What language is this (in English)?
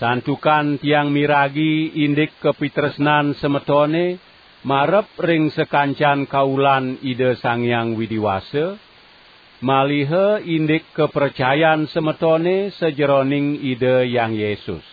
Balinese